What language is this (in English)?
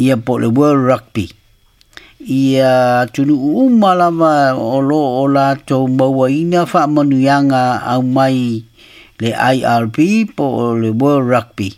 Samoan